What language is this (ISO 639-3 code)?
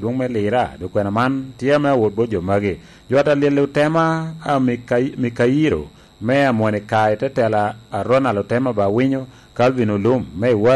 laj